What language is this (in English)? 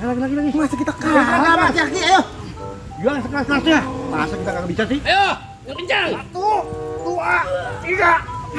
Betawi